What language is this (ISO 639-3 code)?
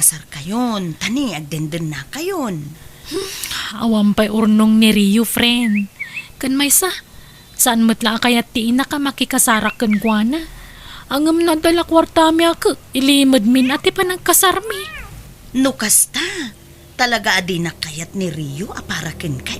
ilo